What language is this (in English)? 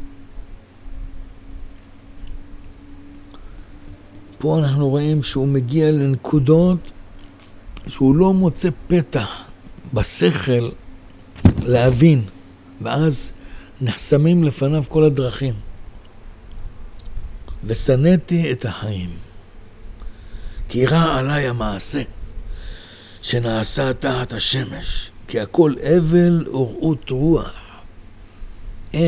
Hebrew